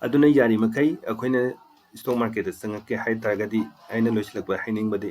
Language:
Manipuri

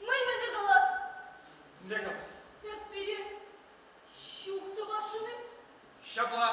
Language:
Chuvash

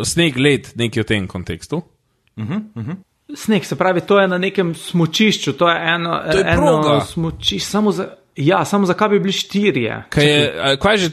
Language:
Slovenian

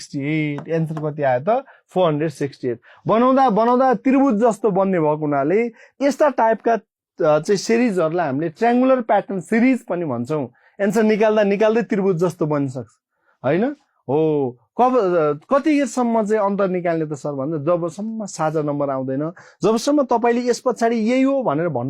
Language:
Nepali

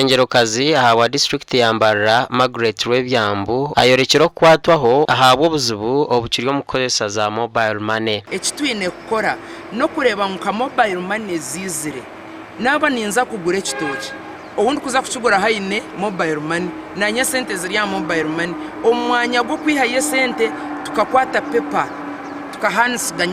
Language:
Nyankole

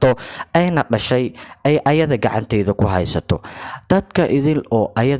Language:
Somali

